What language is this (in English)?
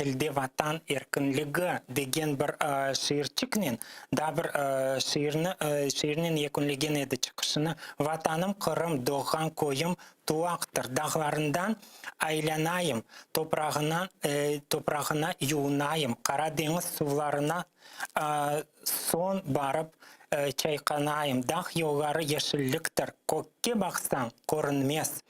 Crimean Tatar